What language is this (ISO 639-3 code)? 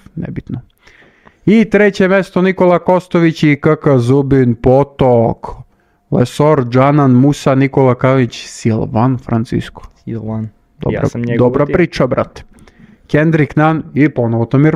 srp